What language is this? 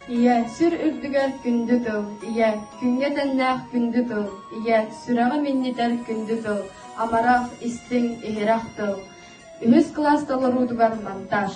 Yakut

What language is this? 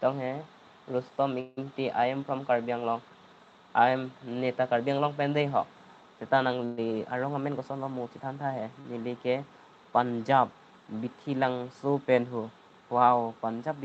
Karbi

